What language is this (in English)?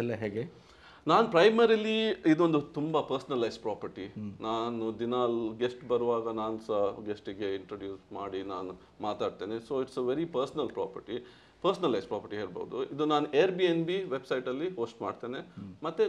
Kannada